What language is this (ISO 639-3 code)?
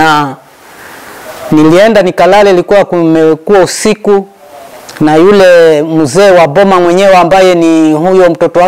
swa